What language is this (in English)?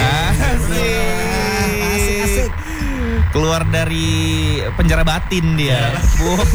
Indonesian